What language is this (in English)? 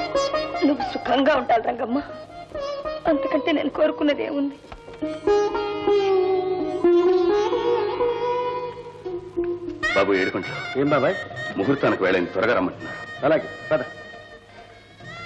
Telugu